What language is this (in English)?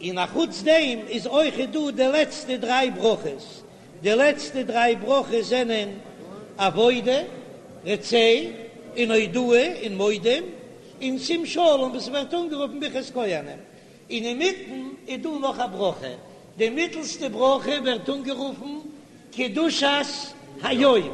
Yiddish